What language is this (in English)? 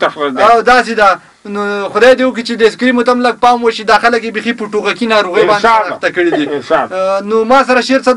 Pashto